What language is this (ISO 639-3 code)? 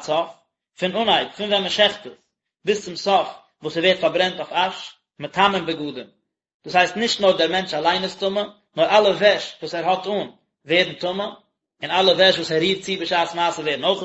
yid